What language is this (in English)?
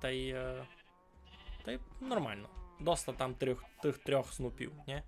Rusyn